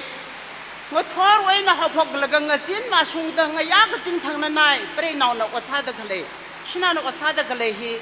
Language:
Tangkhul Naga (India)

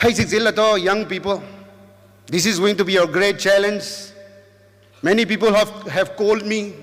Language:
Rongmei Naga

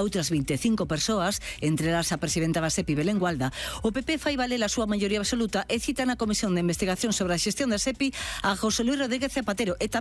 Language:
Galician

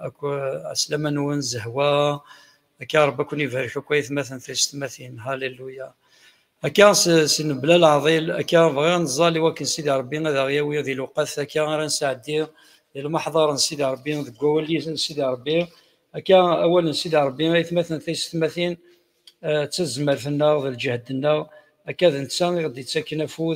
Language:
Kabyle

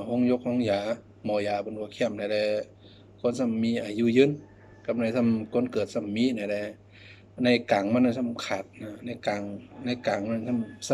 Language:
Shan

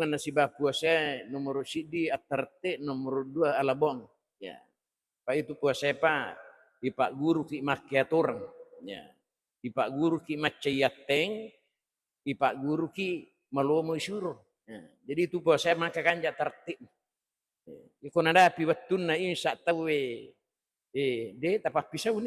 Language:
Buginese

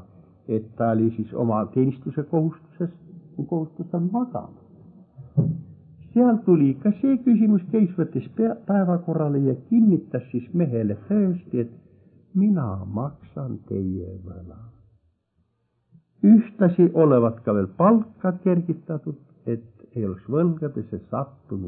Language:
Estonian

